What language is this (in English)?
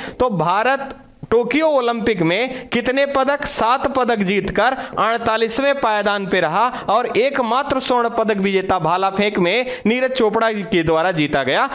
Hindi